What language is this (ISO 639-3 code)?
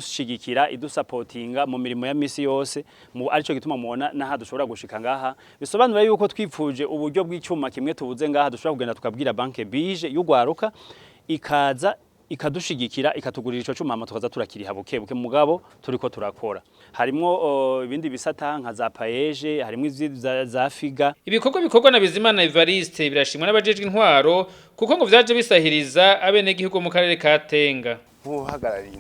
run